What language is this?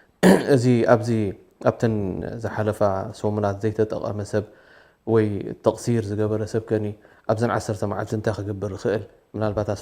Tigrinya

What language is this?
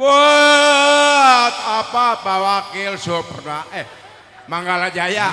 Betawi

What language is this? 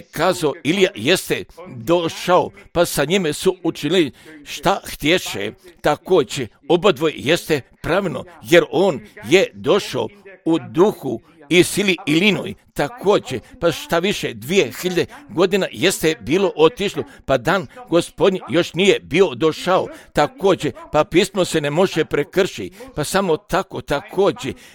Croatian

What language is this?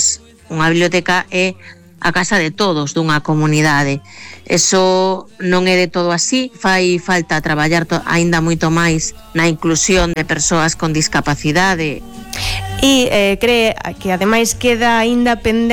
Galician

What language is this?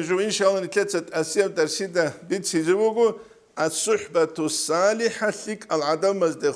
Avaric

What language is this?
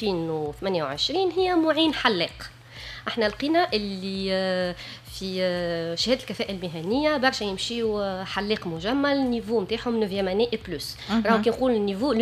Tunisian Arabic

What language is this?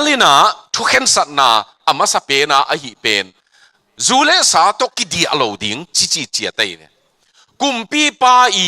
Tedim Chin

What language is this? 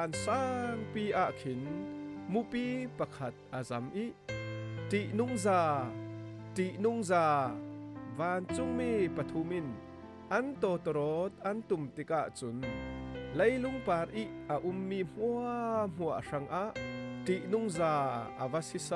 Falam Chin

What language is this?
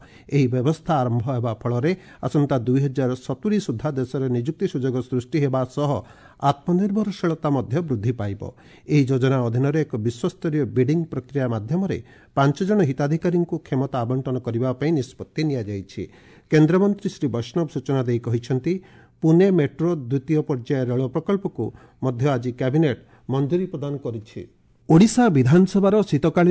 Odia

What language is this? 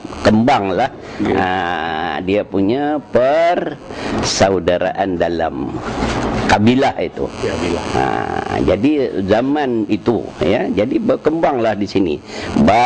Banjar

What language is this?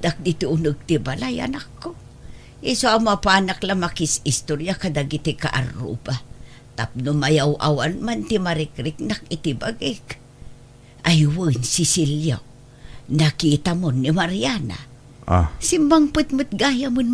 Iloko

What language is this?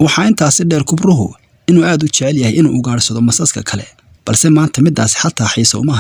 Somali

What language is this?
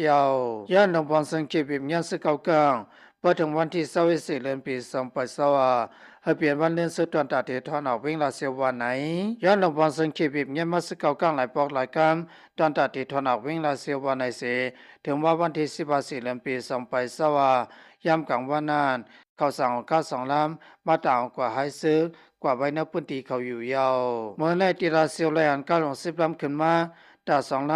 Lao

